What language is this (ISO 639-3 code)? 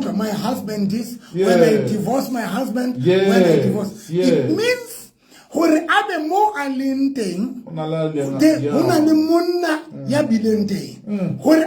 sot